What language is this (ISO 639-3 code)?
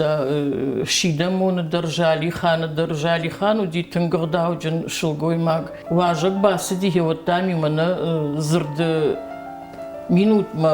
oss